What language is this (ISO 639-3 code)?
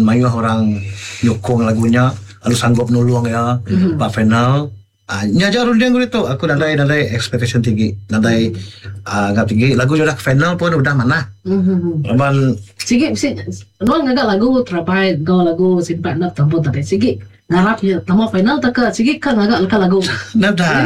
iba